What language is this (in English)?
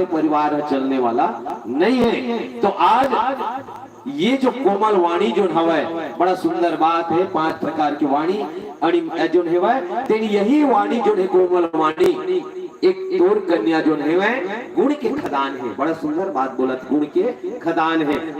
Chhattisgarhi